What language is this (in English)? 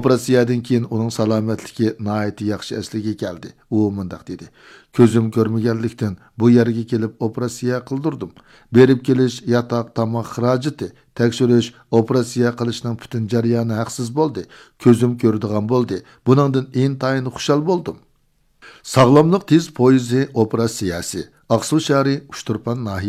Uyghur